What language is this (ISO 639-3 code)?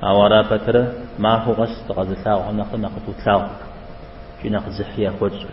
kbd